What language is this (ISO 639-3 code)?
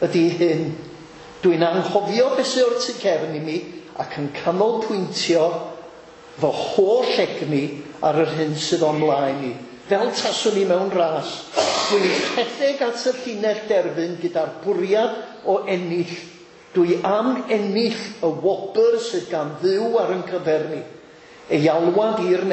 cym